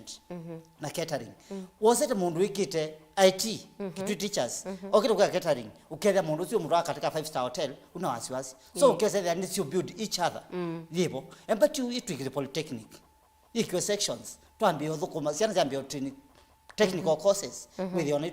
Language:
Kamba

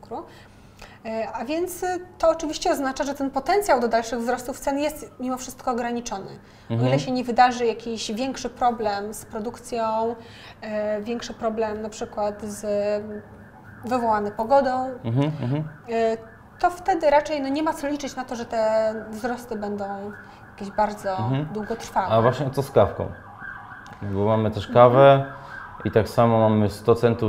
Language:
Polish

